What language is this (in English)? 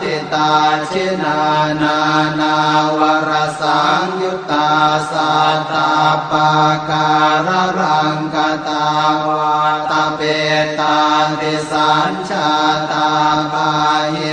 Pali